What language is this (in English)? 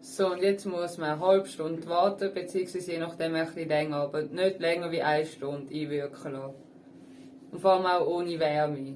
Swiss German